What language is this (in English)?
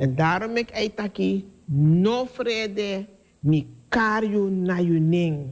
Sranan Tongo